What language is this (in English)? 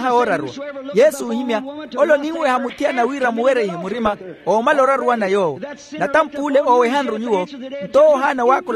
Makhuwa